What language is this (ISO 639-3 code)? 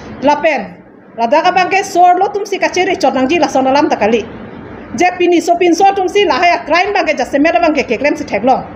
mjw